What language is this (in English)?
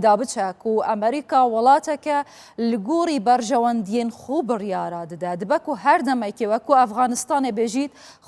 Kurdish